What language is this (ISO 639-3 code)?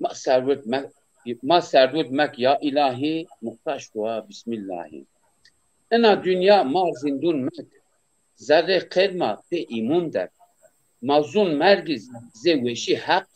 zza